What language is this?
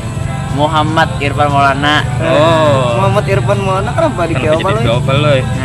Banjar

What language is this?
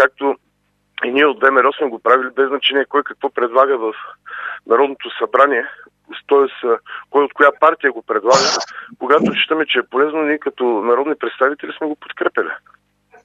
Bulgarian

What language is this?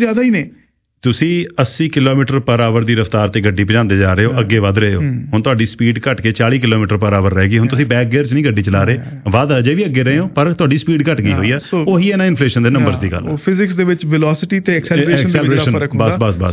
Punjabi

